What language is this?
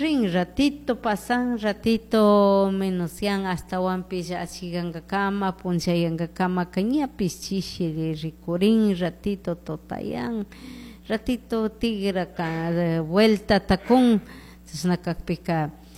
Chimborazo Highland Quichua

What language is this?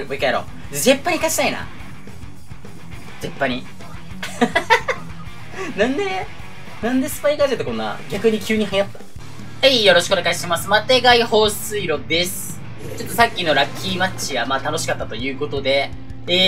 Japanese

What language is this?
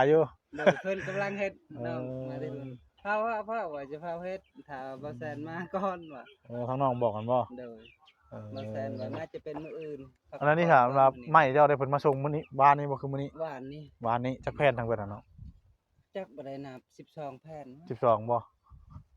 Northeastern Thai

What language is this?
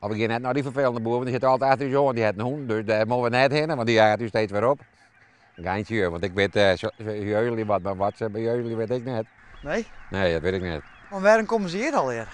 Western Frisian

